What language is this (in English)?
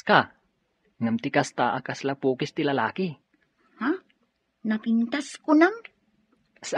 Iloko